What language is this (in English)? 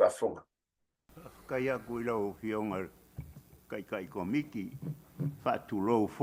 Samoan